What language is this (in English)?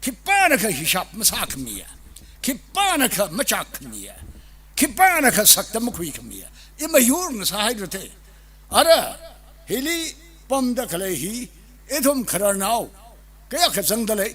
Tangkhul Naga (India)